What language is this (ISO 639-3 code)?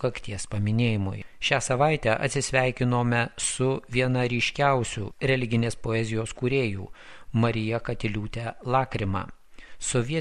lit